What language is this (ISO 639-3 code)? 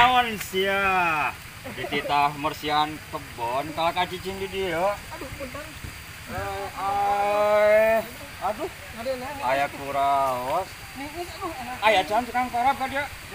sun